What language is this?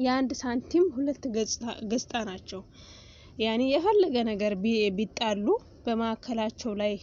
Amharic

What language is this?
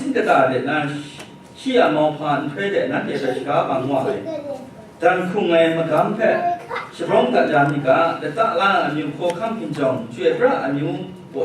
Kachin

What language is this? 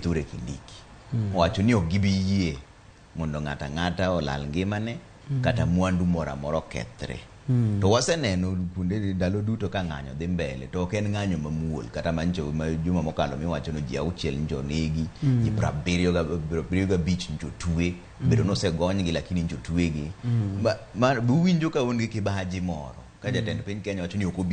Luo (Kenya and Tanzania)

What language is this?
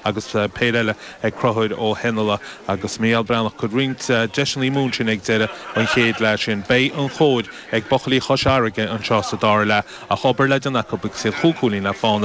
Irish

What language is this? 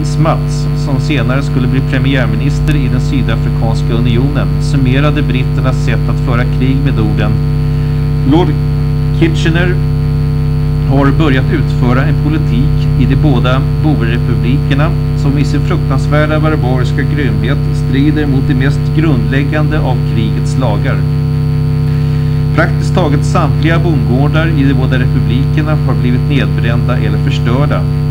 Swedish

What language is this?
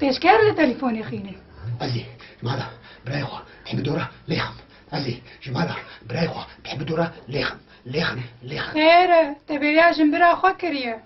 Kurdish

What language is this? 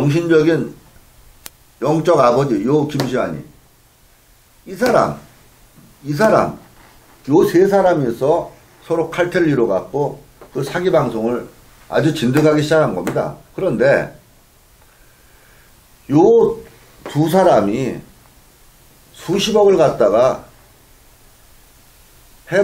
Korean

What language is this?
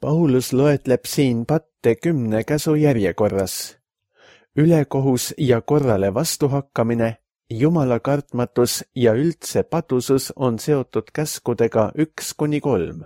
Estonian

